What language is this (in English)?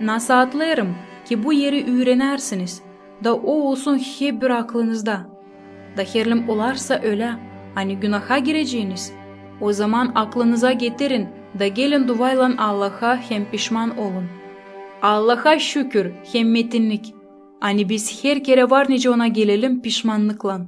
Gagauz